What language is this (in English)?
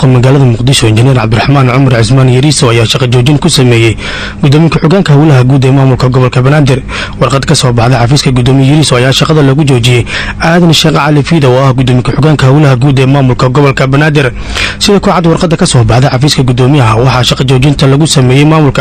Somali